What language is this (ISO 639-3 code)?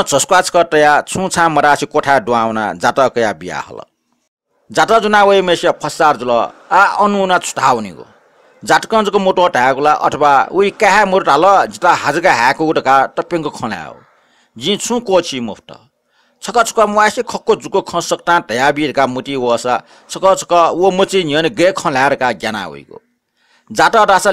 new